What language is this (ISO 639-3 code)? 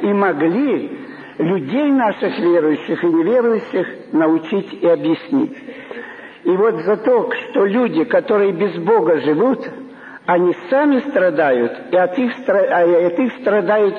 rus